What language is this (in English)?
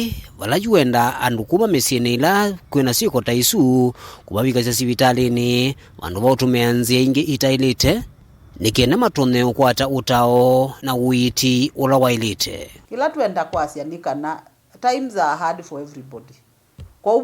Kamba